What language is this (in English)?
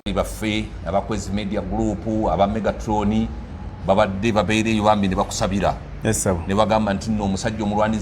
Ganda